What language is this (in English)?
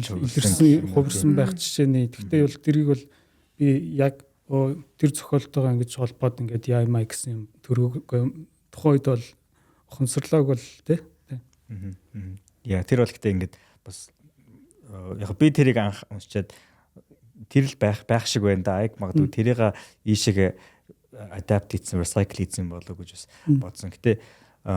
Mongolian